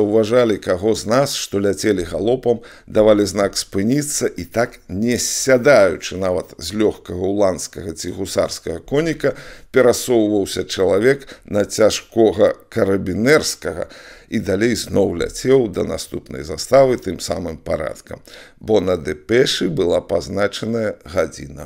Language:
Belarusian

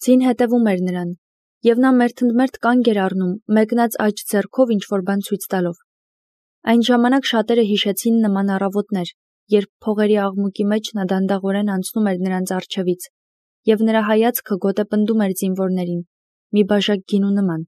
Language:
Armenian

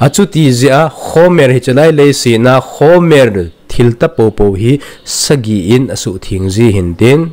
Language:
Thado Chin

